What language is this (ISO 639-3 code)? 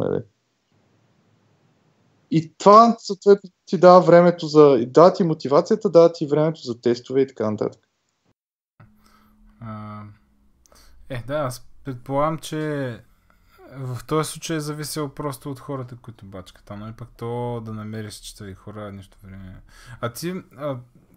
bul